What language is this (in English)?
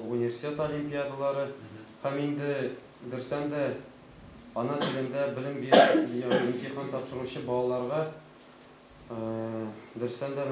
Tatar